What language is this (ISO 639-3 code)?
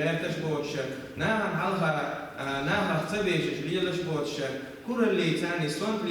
che